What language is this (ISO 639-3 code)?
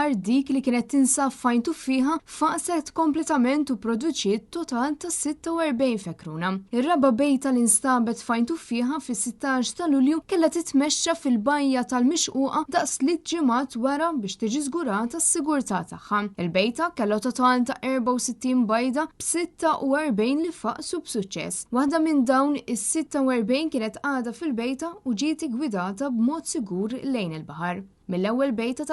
mlt